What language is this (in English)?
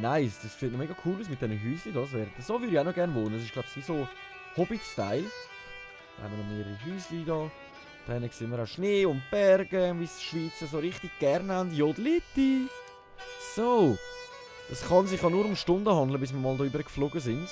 Swiss German